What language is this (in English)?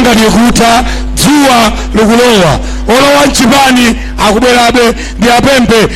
Nyanja